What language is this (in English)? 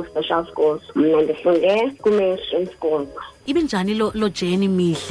Xhosa